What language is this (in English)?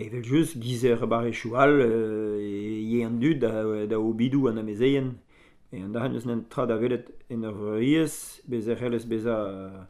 Breton